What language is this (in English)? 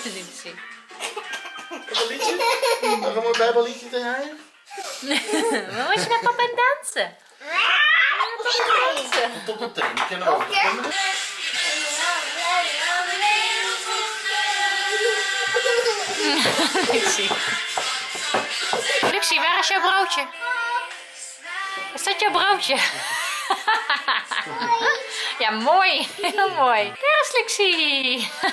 Dutch